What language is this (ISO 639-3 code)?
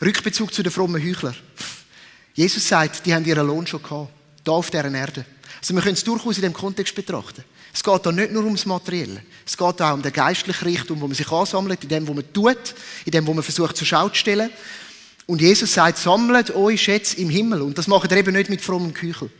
gsw